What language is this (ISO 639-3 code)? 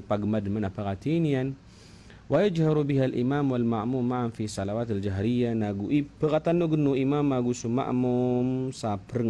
mrw